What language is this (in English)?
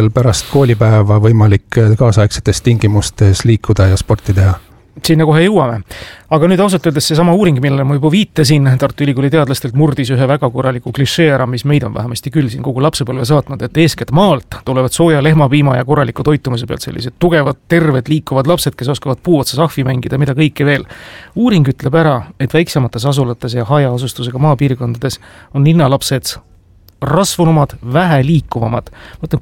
Estonian